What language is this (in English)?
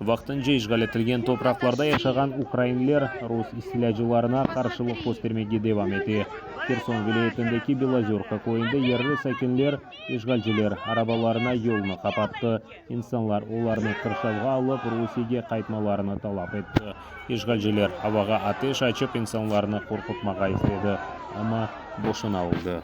Crimean Tatar